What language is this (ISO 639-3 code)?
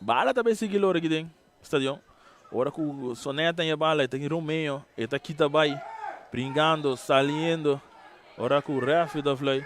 pap